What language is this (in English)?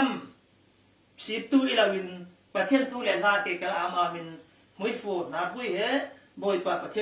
Falam Chin